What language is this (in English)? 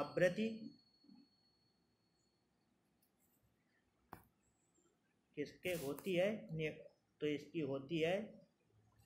Hindi